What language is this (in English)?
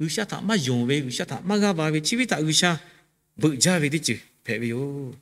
Lahu